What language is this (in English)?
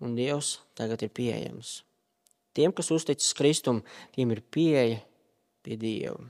Latvian